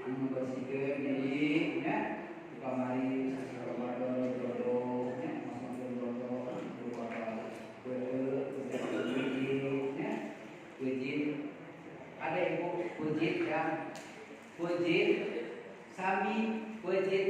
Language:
Sundanese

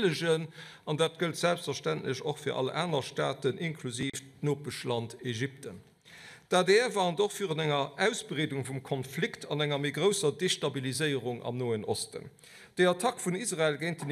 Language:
Luxembourgish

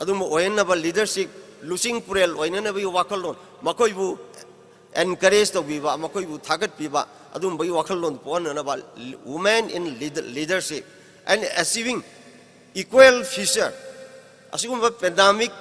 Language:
Manipuri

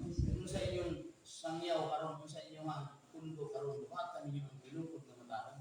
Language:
Cebuano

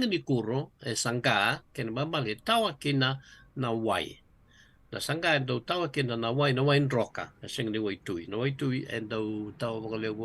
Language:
Fijian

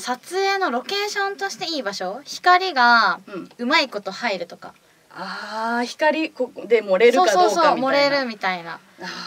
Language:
Japanese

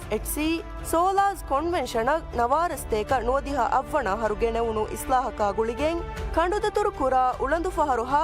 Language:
Divehi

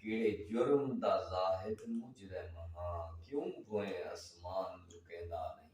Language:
Saraiki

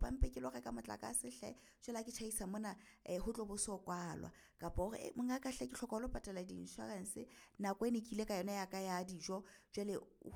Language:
Southern Sotho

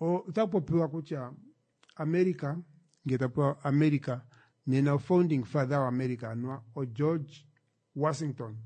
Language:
Kuanyama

